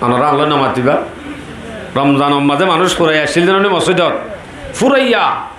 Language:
Rohingya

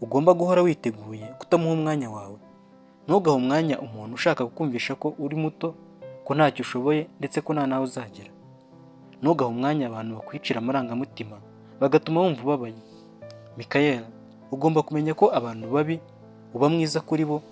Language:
Kinyarwanda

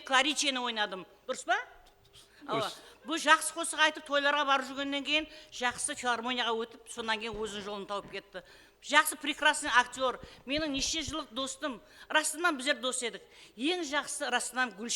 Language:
Kara-Kalpak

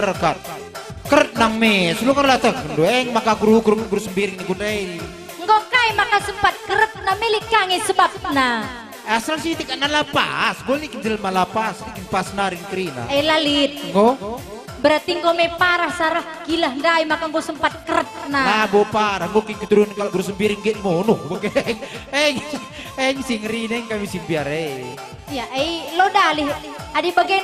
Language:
Batak Karo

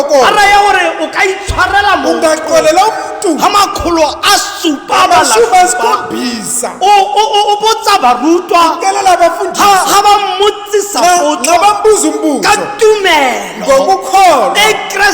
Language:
Tswana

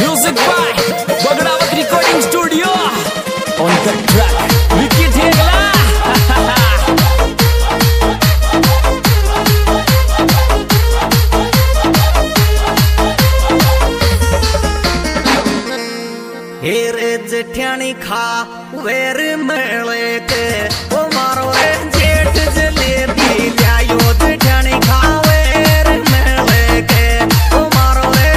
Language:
Rajasthani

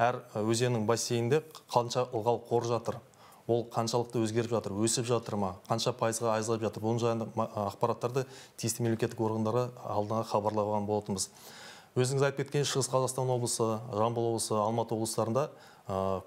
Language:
Kazakh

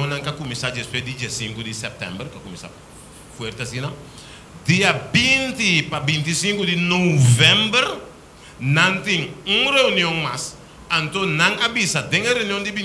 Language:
Papiamento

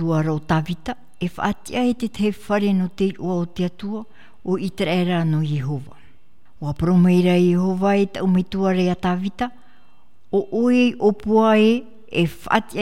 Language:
Tahitian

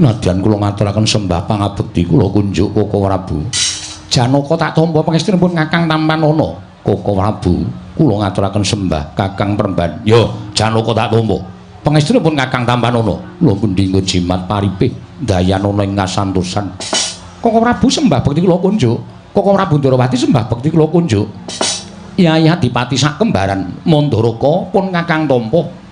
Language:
Javanese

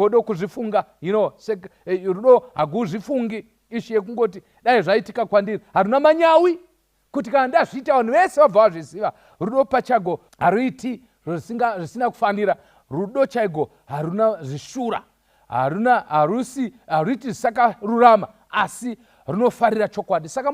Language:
Shona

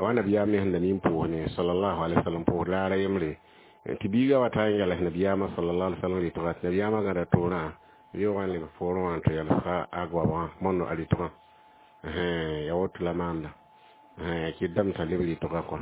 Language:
Mossi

